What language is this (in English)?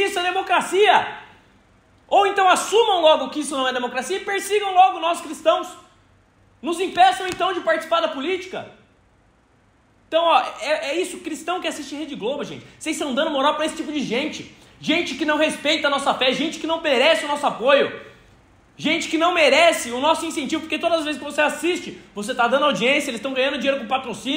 Portuguese